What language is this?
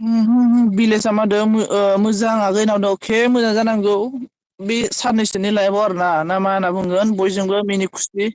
Bodo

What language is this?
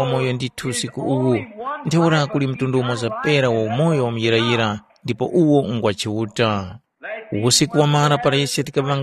Tumbuka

